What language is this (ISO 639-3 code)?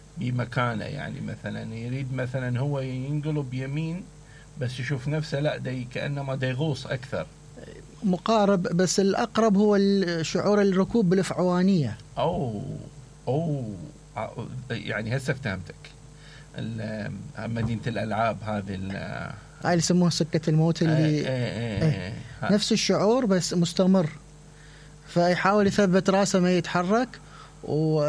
acm